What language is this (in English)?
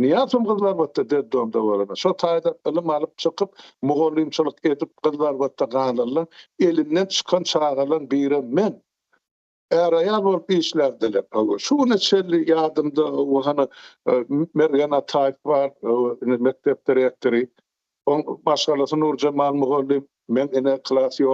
Turkmen